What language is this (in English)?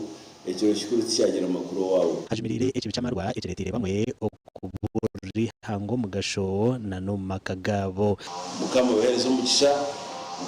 Nyankole